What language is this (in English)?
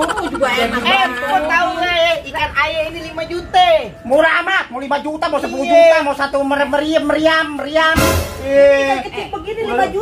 Betawi